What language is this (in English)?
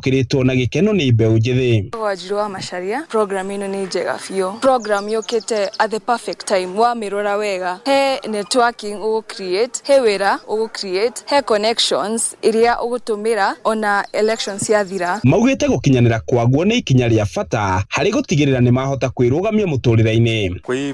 Kikuyu